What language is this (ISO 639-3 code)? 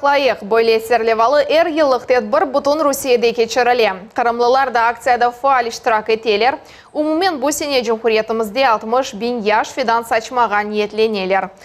crh